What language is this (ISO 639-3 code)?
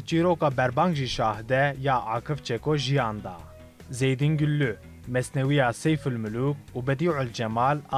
kur